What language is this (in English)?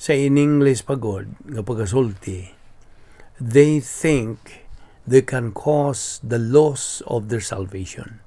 Cebuano